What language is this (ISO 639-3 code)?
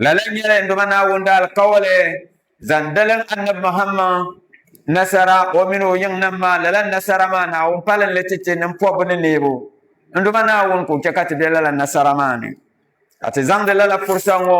dag